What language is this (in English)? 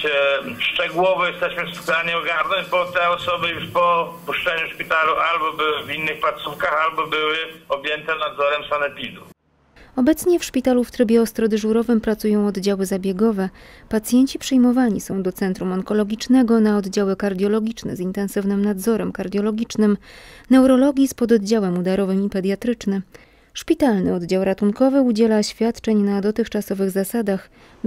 Polish